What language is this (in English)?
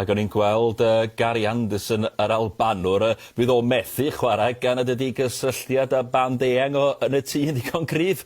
Welsh